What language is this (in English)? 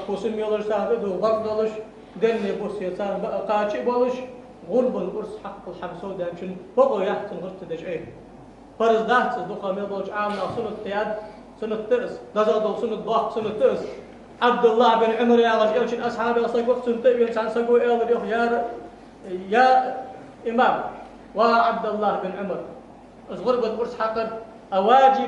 Ingush